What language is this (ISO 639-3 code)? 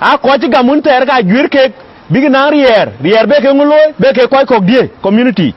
din